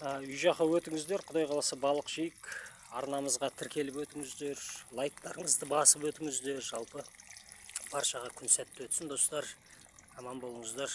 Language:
Kazakh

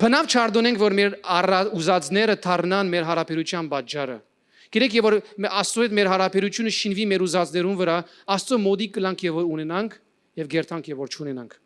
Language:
Western Armenian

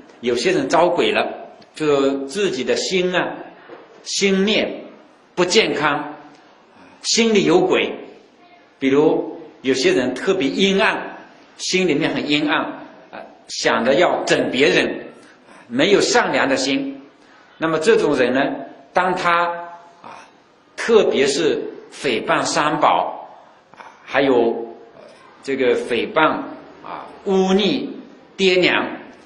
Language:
Chinese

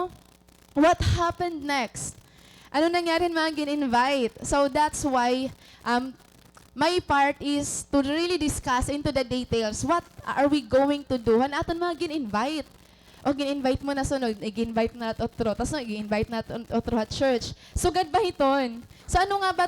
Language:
Waray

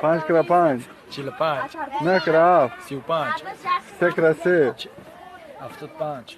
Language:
Tajik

